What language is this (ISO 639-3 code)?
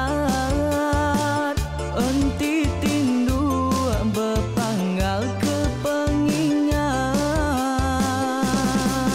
iba